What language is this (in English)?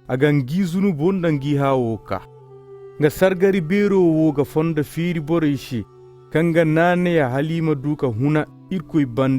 Zarma